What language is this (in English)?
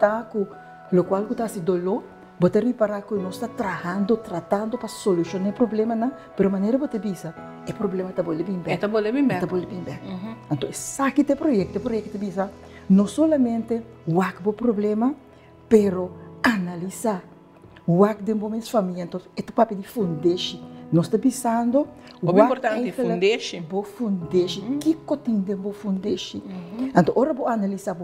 Papiamento